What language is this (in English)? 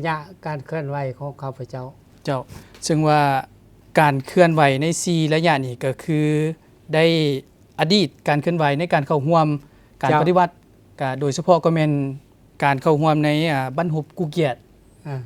Lao